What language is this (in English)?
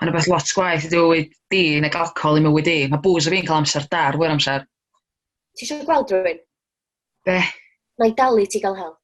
Welsh